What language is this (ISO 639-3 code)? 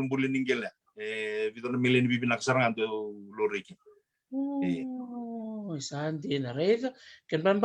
fij